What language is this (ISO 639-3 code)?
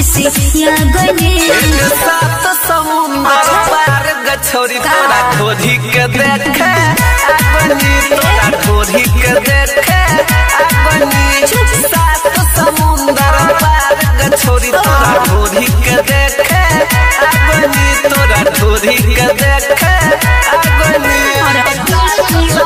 bho